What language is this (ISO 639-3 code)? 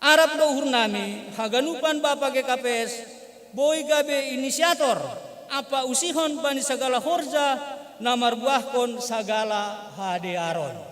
bts